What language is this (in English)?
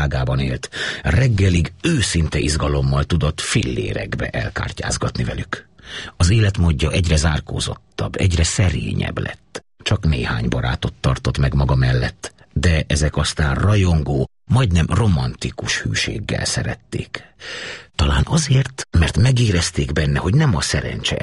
Hungarian